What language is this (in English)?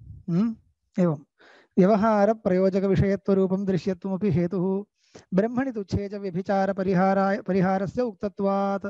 Sanskrit